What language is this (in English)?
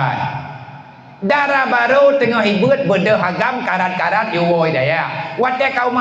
Achinese